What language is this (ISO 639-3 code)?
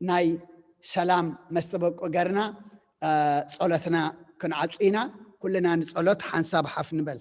tir